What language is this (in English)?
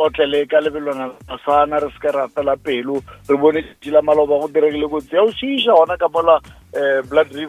Northern Sotho